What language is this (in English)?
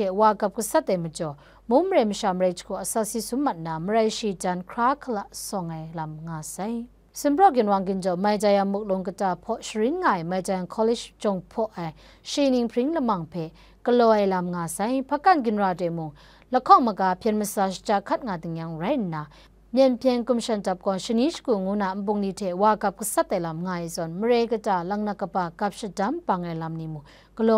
Kachin